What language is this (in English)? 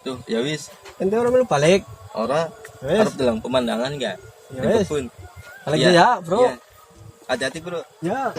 Betawi